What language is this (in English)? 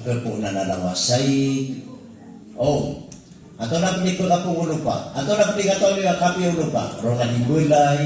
Maranao